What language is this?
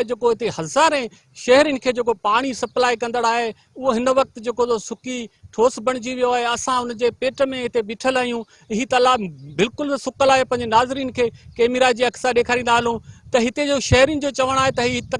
Sindhi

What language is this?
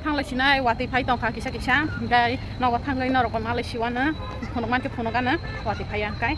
Kok Borok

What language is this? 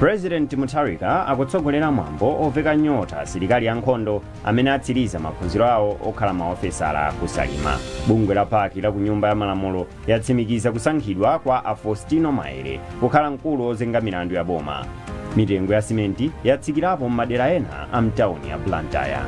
Nyanja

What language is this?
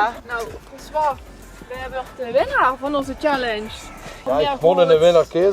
Limburgish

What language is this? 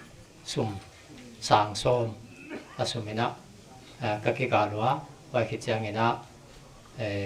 Paite Chin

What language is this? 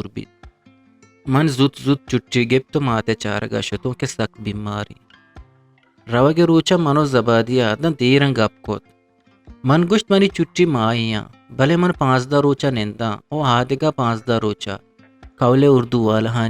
Eastern Balochi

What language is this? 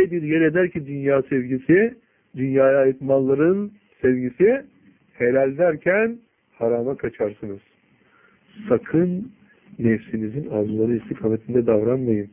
Turkish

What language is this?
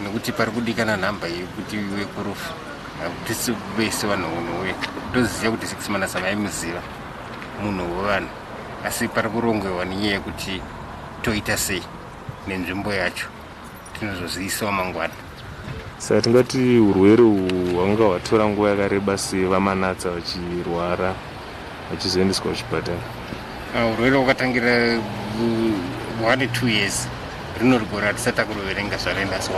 Shona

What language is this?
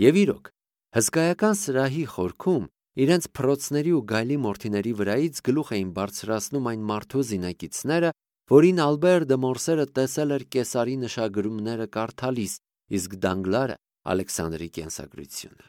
Armenian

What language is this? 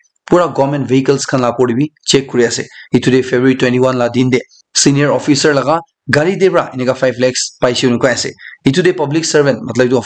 Naga Pidgin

